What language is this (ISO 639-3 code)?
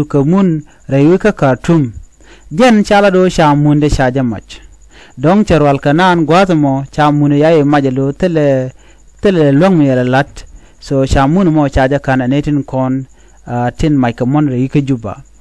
nus